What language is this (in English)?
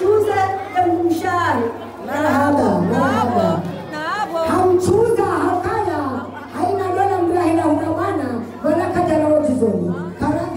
Swahili